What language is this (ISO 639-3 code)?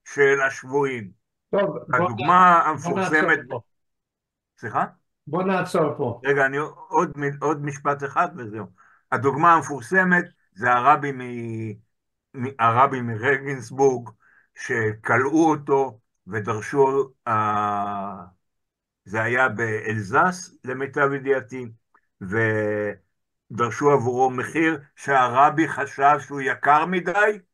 heb